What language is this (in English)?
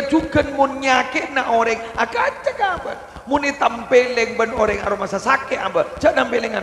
Madurese